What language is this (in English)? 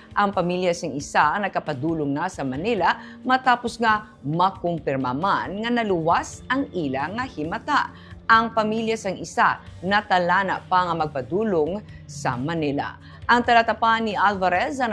Hiligaynon